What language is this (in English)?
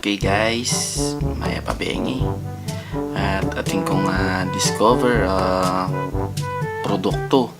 Pampanga